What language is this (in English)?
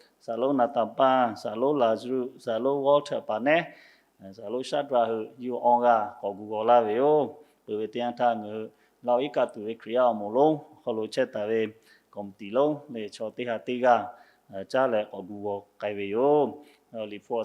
Lahu